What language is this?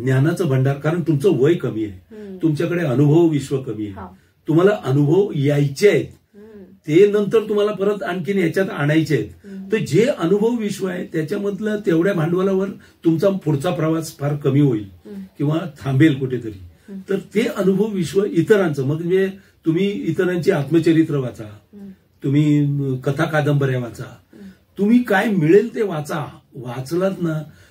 Marathi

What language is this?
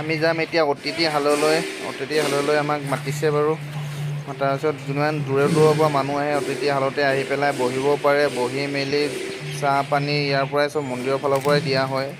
Assamese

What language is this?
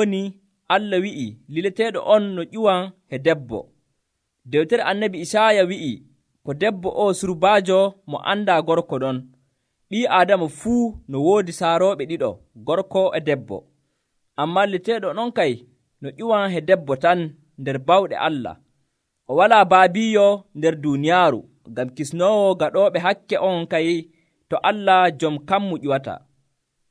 Nigerian Fulfulde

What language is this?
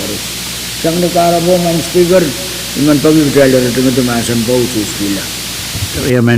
Pohnpeian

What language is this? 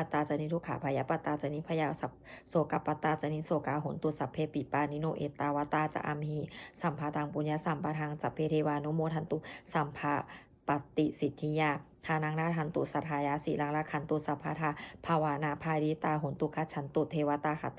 Pali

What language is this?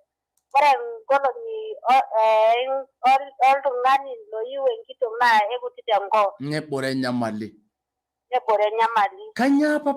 Masai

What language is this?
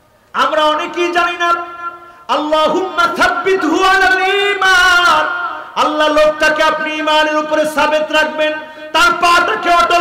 Bangla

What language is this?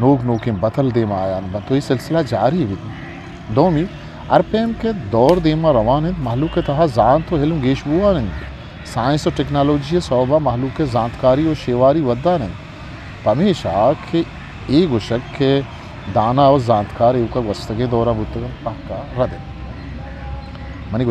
Eastern Balochi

